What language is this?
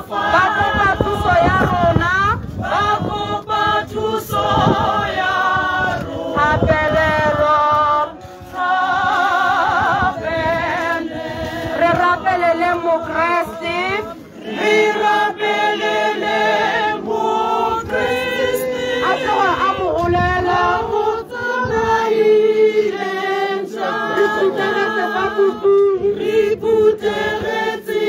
Tswana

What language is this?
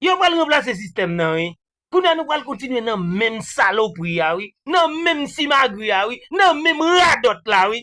Haitian Creole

